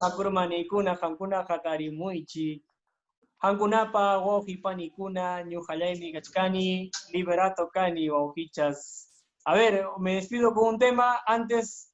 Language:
Quechua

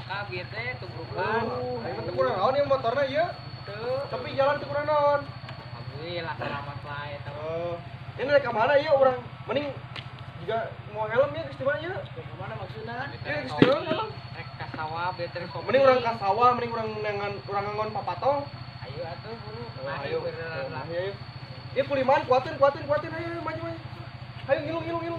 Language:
Sundanese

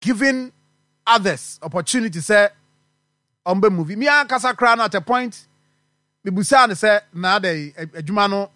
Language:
Akan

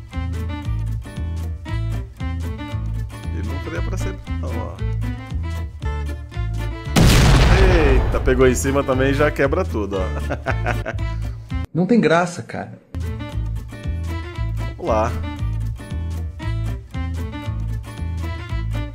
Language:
Portuguese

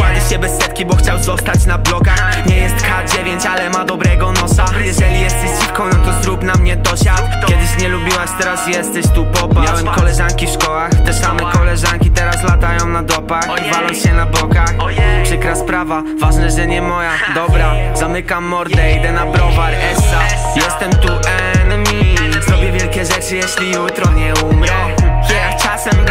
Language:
Polish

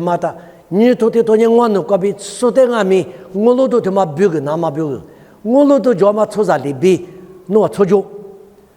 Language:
Lisu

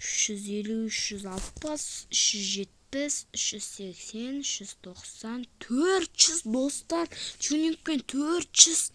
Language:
Kazakh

